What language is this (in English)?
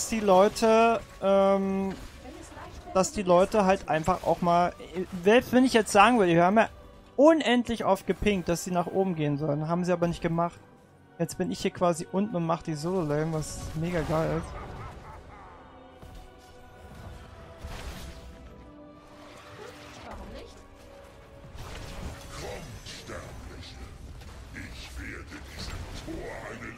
German